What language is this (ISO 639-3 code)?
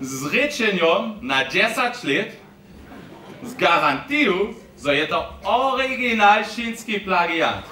hsb